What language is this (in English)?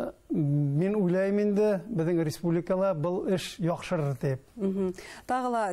Bashkir